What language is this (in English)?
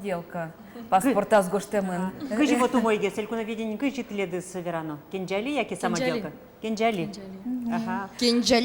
Udmurt